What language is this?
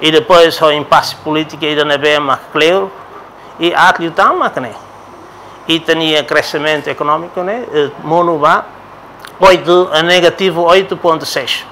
Tetum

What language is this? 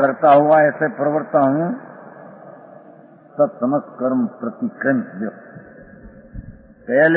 Gujarati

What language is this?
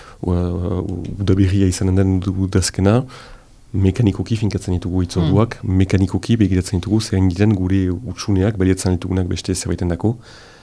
Basque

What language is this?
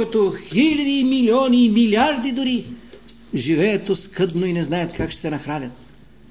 Bulgarian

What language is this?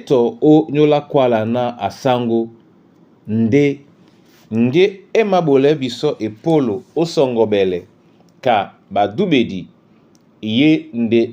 Duala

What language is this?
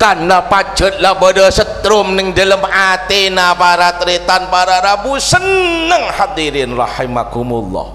Madurese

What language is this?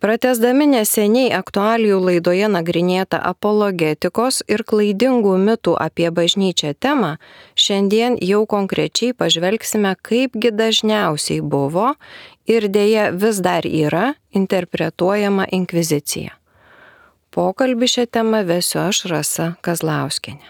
Lithuanian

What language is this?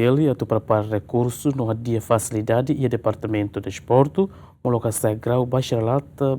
Tetum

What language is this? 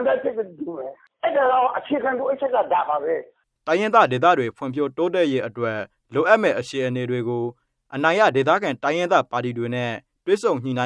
Burmese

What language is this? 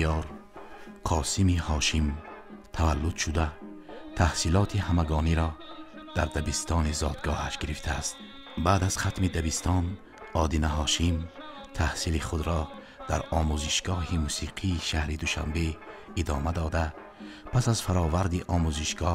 Tajik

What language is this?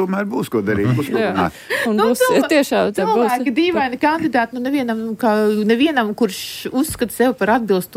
Latvian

